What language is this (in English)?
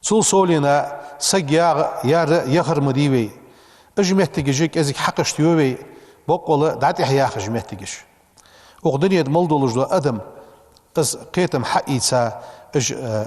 Ingush